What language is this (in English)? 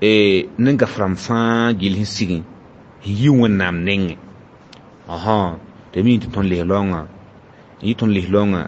Mossi